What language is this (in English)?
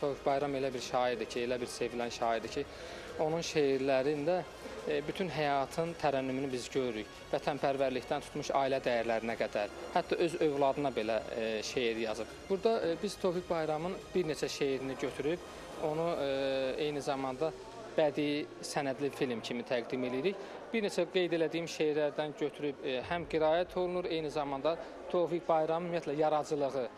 Azerbaijani